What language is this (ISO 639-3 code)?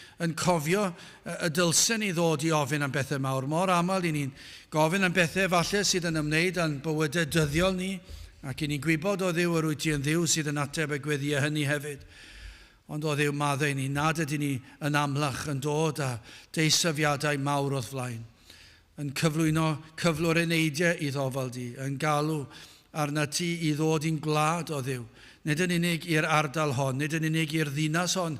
cym